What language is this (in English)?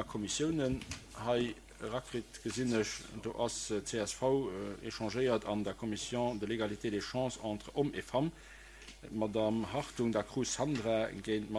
Luxembourgish